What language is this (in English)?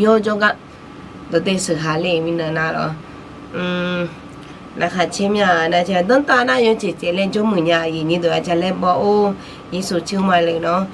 Akha